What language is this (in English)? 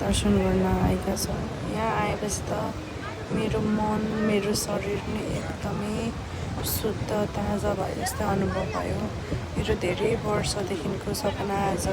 Nepali